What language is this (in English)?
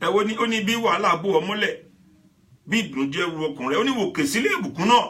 Yoruba